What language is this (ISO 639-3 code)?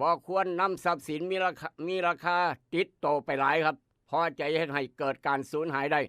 tts